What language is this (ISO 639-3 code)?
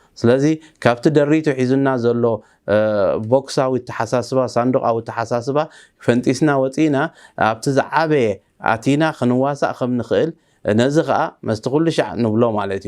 tir